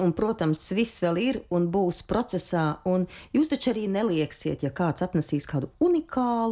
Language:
Latvian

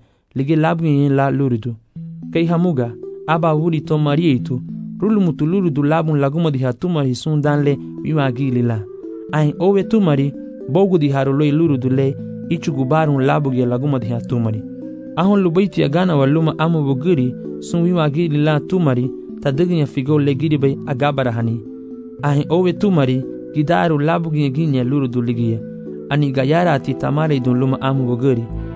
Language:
Garifuna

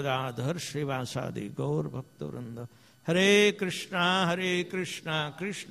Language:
Hindi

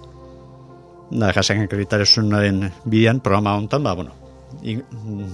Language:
Basque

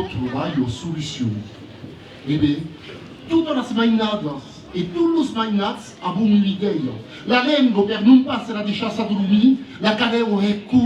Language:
Occitan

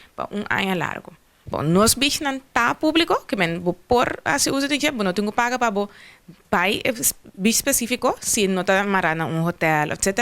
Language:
Papiamento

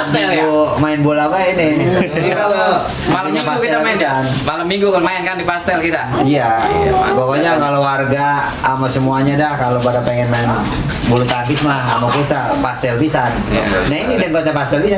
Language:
Betawi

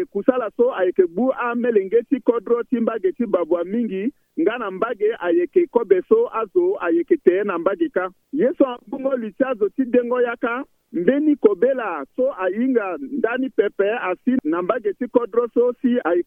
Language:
Sango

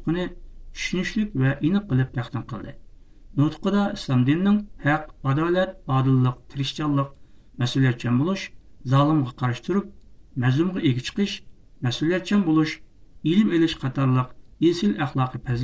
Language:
Uyghur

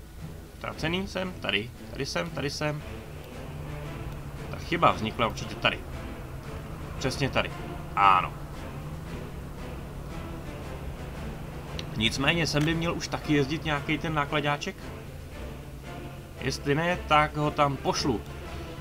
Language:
Czech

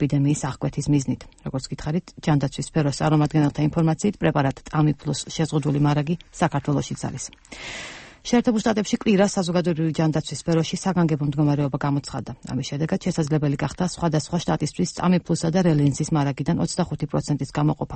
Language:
Georgian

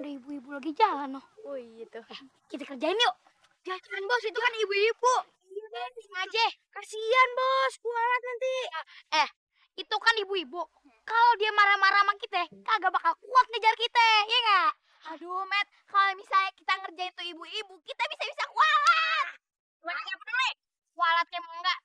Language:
Betawi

